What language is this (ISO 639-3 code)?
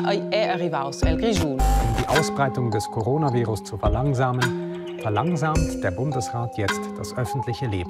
roh